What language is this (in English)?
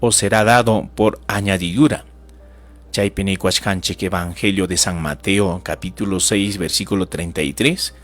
Ayacucho Quechua